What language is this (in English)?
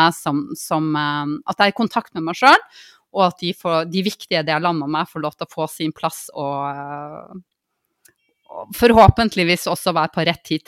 Norwegian